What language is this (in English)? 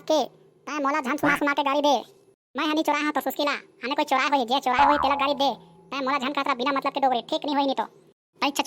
Chhattisgarhi